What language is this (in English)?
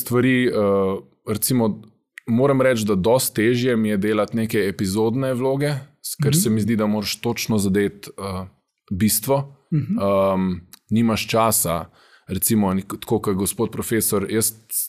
Slovenian